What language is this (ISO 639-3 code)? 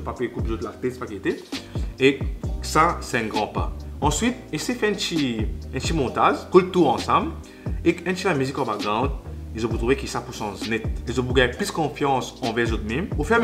mfe